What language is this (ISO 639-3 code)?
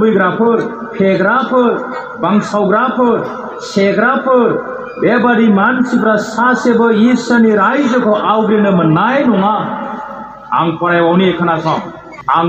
brx